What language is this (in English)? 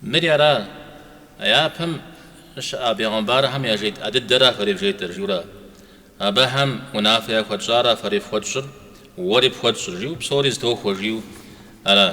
Kabardian